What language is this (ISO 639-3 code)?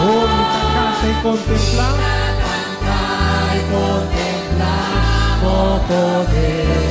pap